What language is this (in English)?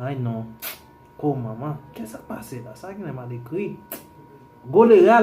Haitian Creole